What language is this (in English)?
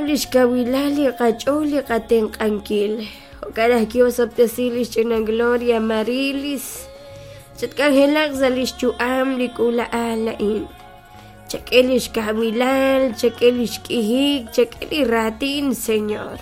Kekchí